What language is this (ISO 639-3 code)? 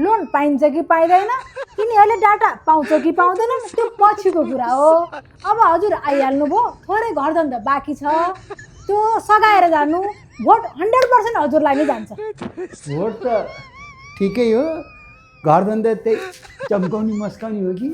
nep